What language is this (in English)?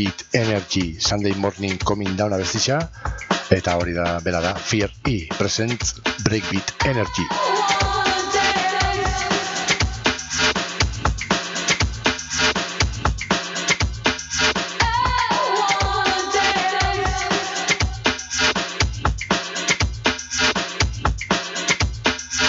Basque